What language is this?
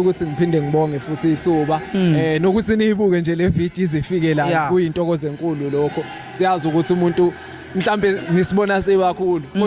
Zulu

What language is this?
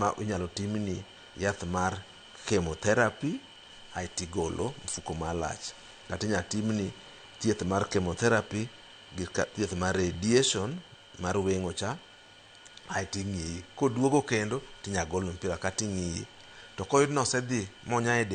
Luo (Kenya and Tanzania)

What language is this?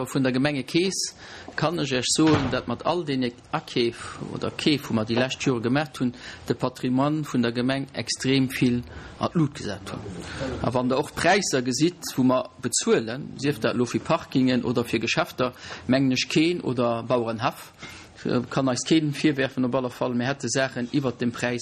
Luxembourgish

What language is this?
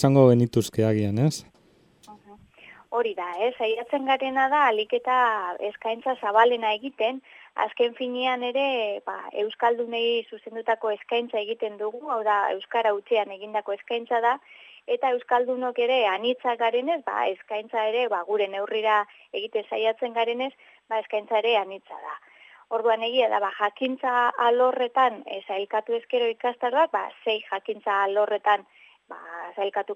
Basque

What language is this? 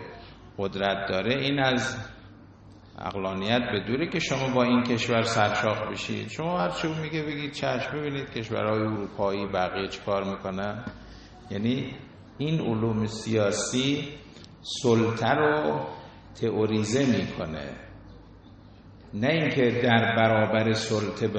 Persian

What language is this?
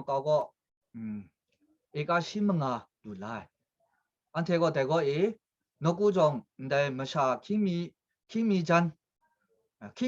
Kachin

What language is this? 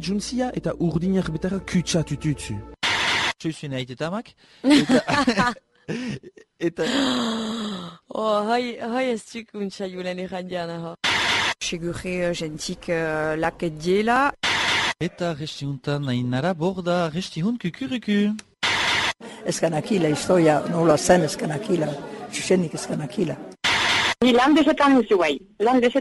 Basque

